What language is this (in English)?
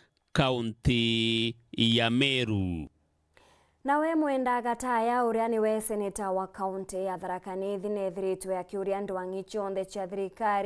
Meru